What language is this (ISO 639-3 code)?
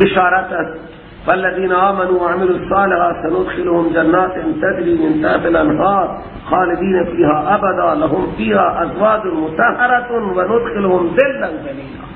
fas